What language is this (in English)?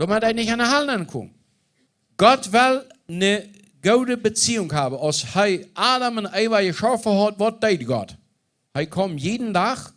Plautdietsch